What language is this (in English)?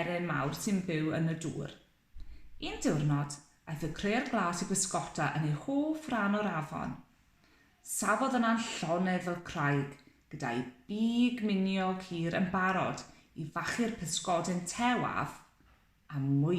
Welsh